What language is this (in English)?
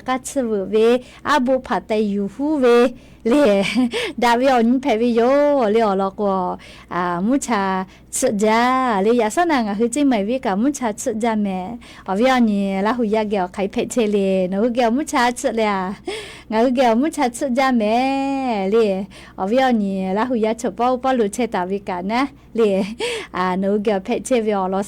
Lahu